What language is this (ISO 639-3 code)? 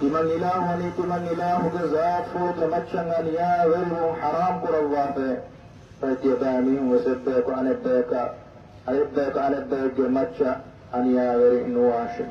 div